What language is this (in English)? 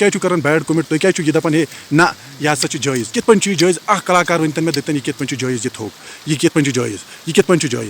Kashmiri